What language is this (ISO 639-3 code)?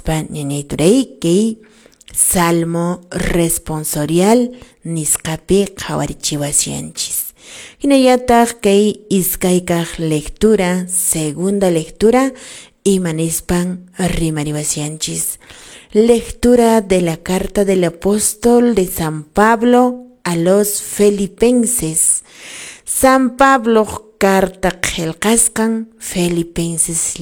que